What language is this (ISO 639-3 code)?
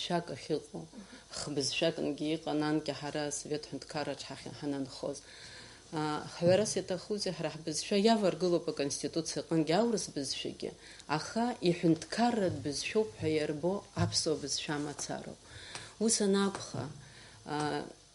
abk